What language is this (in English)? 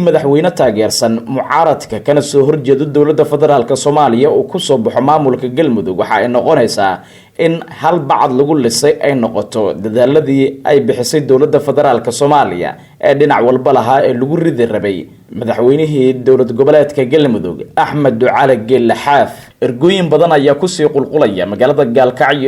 Somali